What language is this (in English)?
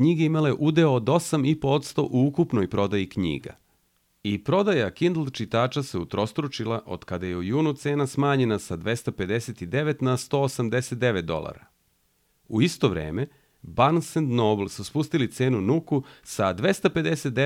Serbian